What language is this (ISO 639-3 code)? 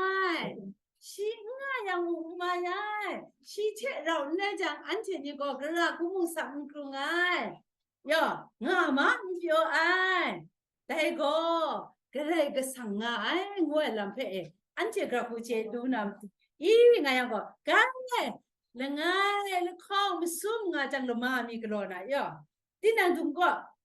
kac